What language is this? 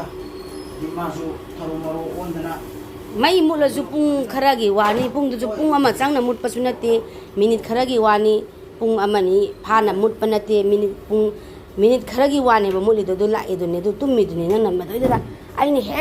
Manipuri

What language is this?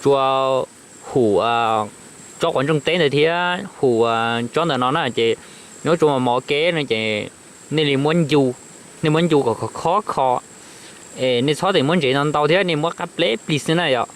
Hmong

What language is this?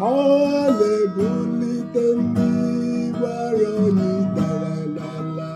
Igbo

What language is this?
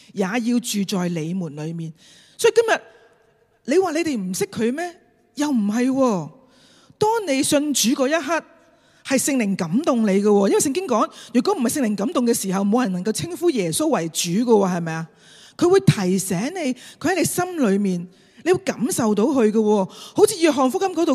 Cantonese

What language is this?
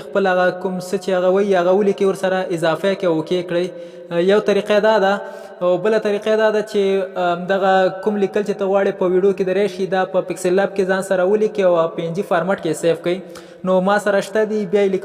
Pashto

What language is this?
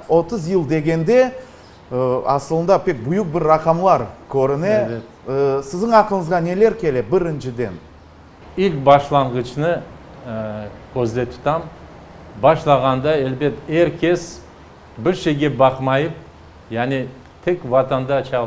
Crimean Tatar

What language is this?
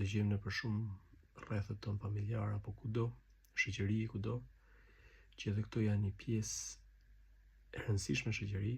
Albanian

